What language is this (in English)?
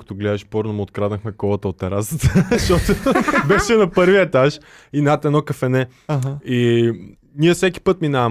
Bulgarian